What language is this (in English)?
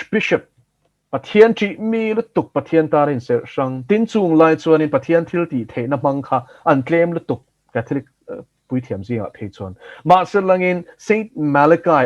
Mizo